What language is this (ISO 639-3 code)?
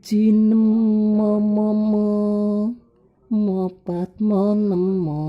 jav